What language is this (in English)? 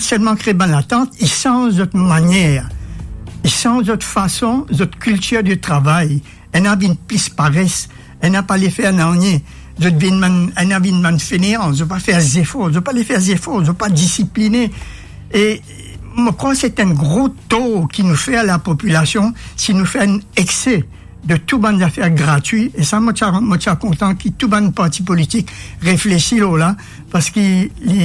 Morisyen